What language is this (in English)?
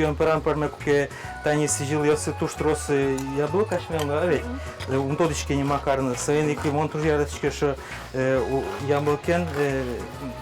Udmurt